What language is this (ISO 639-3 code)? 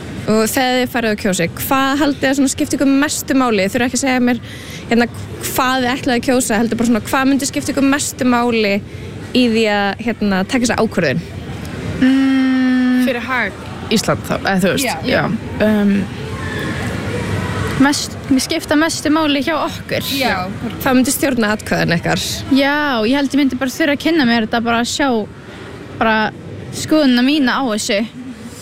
isl